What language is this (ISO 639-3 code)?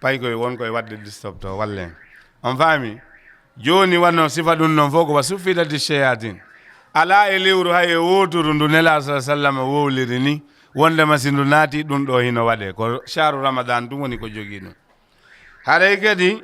ful